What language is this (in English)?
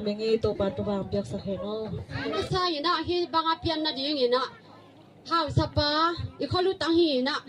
Tedim Chin